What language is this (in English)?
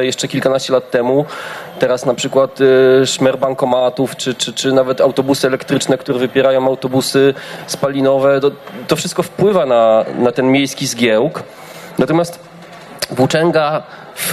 Polish